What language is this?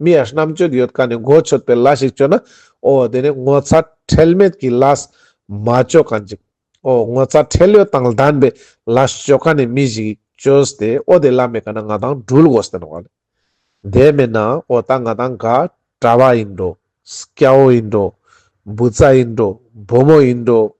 Ladakhi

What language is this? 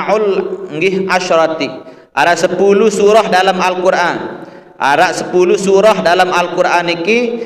Sasak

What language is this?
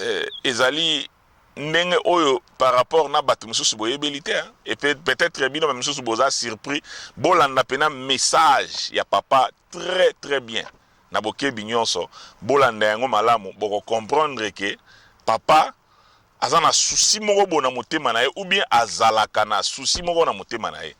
Lingala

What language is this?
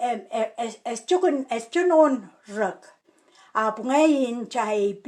Pohnpeian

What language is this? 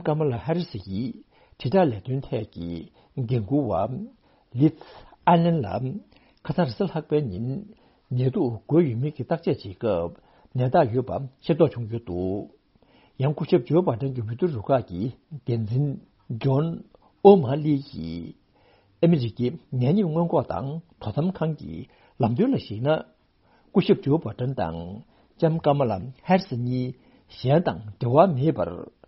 Tibetan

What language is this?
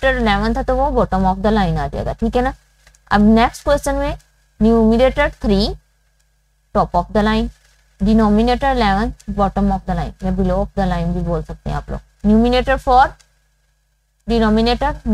Hindi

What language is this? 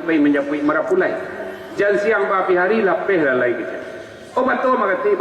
Minangkabau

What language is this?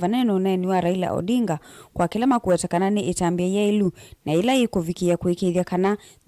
Kamba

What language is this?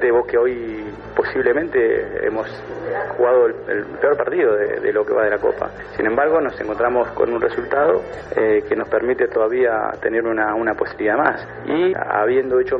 Spanish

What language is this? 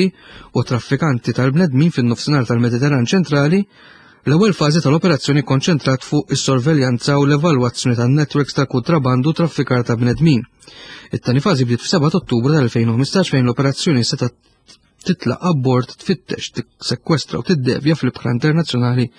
Maltese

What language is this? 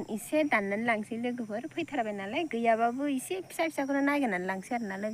Bodo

